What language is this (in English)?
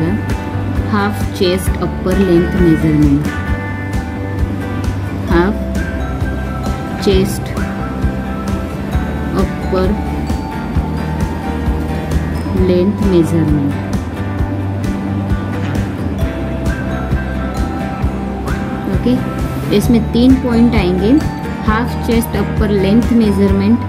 Hindi